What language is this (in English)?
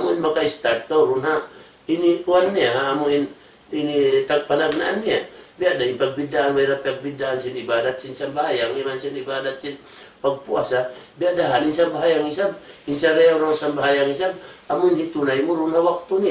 Tausug